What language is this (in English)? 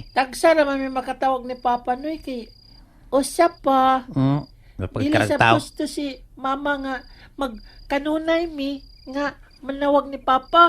Cebuano